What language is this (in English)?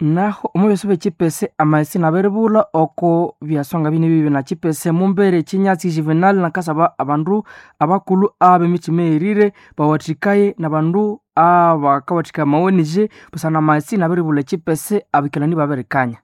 Nande